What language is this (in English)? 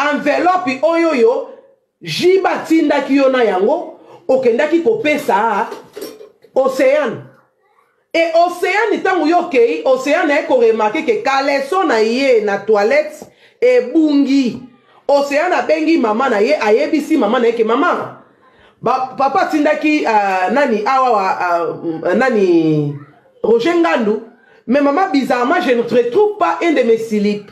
Lingala